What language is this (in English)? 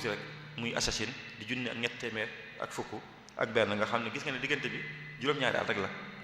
Wolof